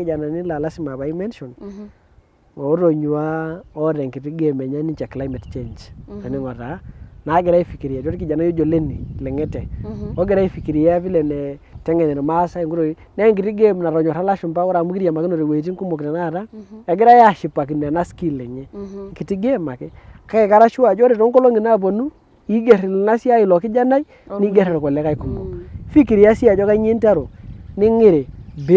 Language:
Masai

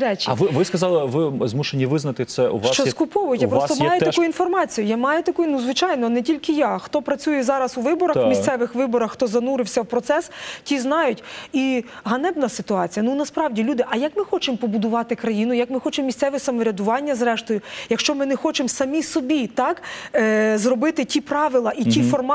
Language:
Ukrainian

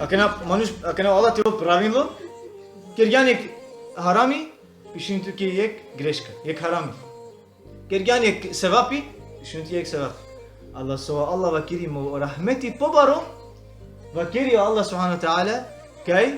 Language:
Balkan Romani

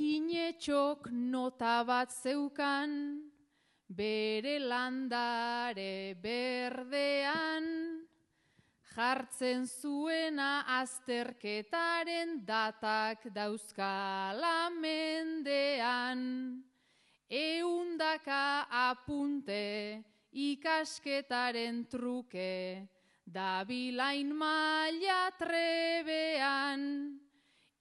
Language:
Basque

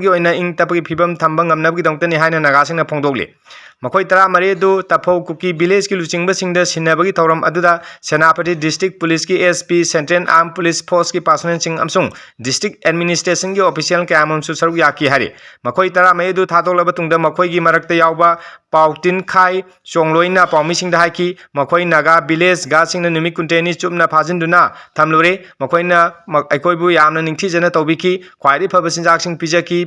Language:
Manipuri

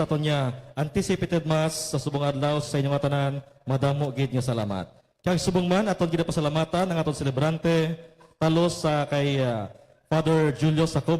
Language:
Hiligaynon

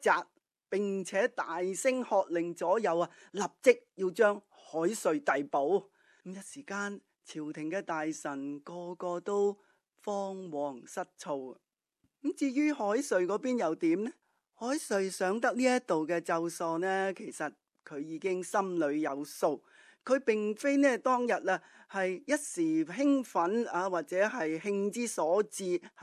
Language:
Cantonese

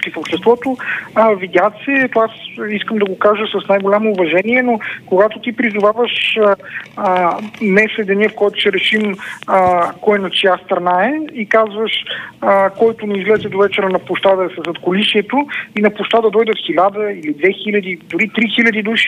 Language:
Bulgarian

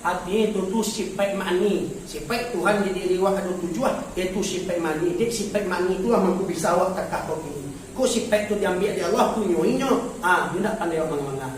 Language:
Minangkabau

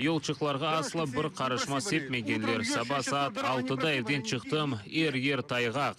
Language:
Crimean Tatar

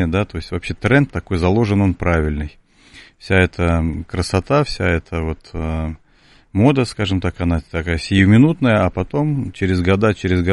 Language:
Russian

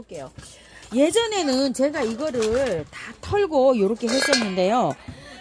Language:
Korean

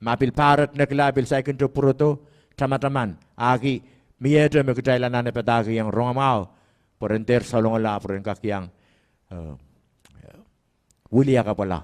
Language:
Pohnpeian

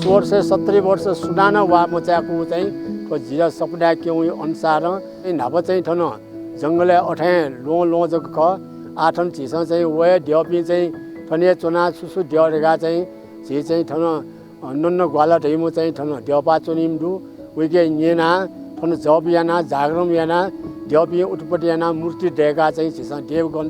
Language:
Newari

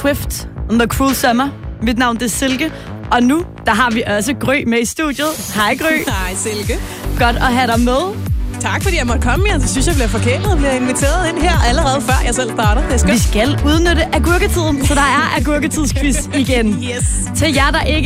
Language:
Danish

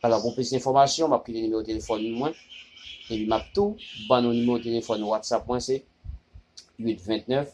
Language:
Haitian Creole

